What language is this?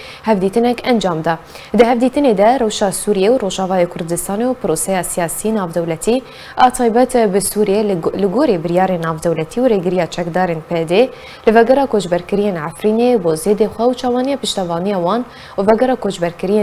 Kurdish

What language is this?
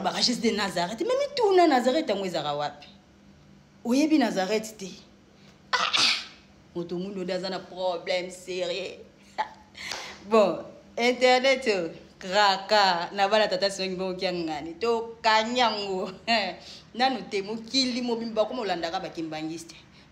Lingala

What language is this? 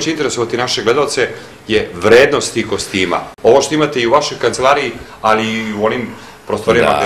Serbian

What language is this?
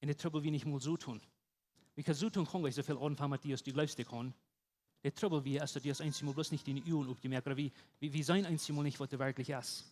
Plautdietsch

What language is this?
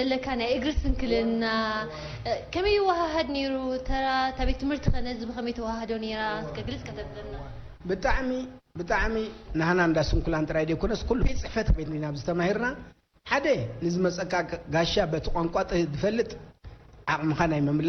Tigrinya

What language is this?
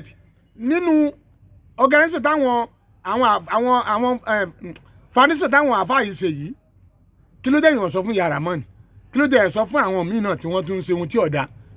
Yoruba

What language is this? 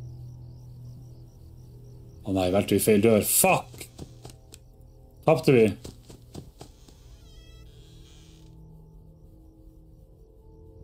Norwegian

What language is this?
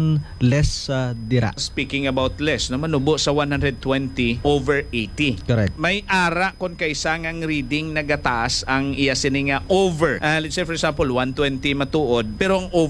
Hiligaynon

